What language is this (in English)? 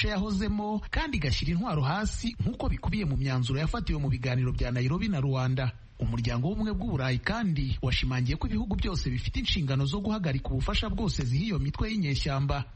Kinyarwanda